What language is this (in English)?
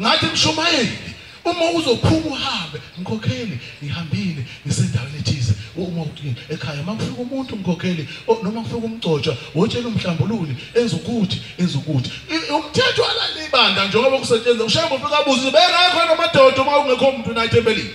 Zulu